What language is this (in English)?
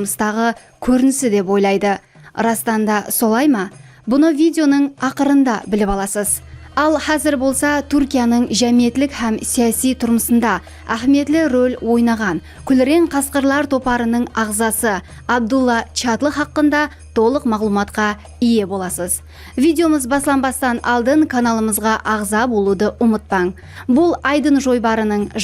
Kara-Kalpak